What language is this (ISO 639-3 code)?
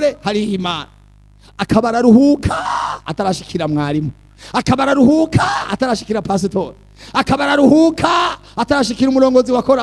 run